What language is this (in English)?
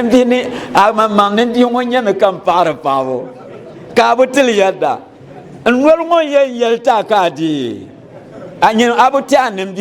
Dagbani